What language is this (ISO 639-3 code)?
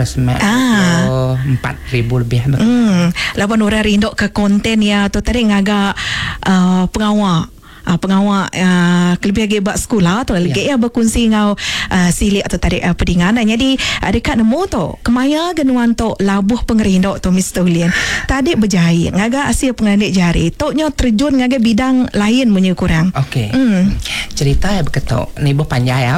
iba